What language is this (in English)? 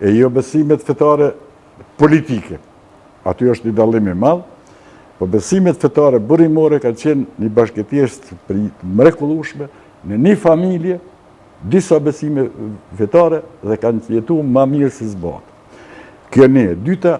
Albanian